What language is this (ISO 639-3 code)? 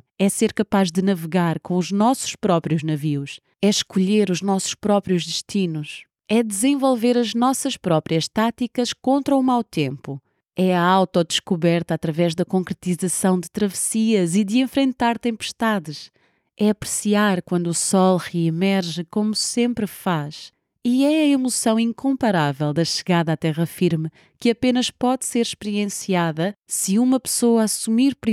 por